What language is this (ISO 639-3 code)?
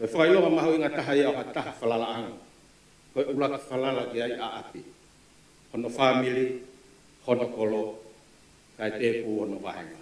ton